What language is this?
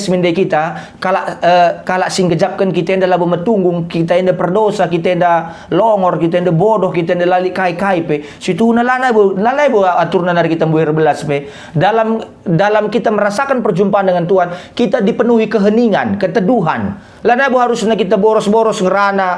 Batak Karo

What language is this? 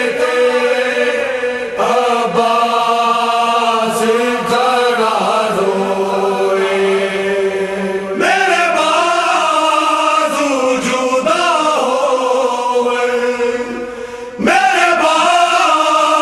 Urdu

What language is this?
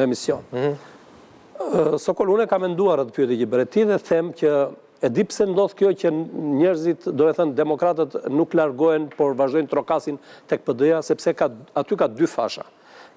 Albanian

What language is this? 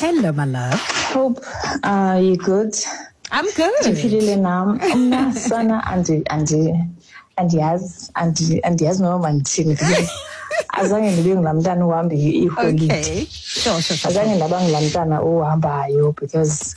Xhosa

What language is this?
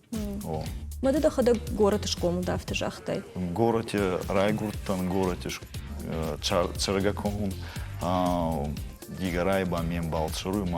Ossetic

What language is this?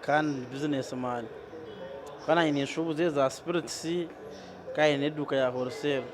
Nyankole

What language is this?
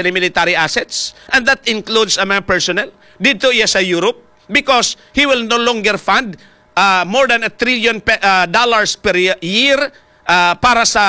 Hiligaynon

